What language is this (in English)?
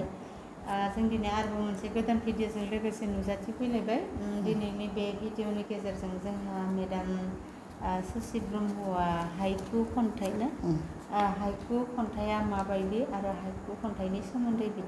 Bodo